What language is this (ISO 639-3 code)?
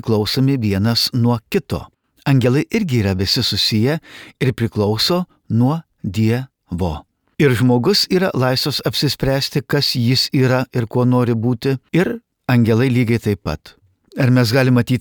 lit